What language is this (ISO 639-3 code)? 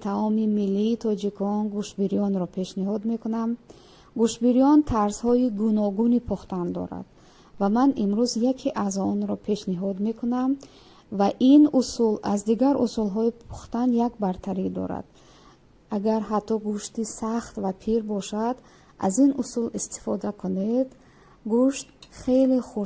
tgk